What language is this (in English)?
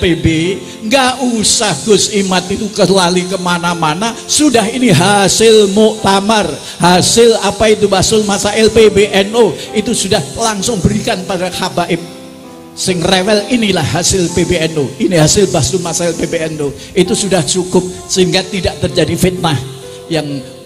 Indonesian